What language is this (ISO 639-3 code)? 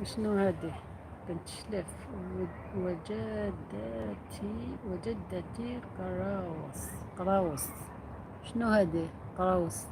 arq